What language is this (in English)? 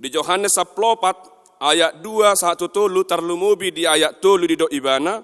Batak Toba